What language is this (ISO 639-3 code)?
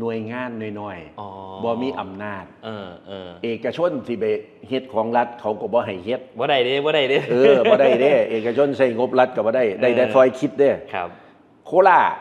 tts